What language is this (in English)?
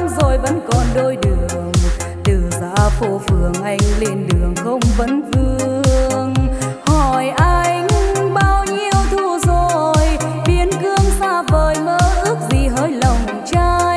Vietnamese